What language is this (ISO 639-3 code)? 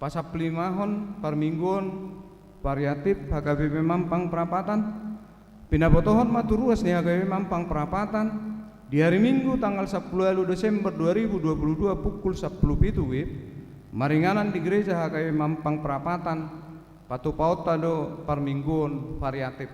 bbc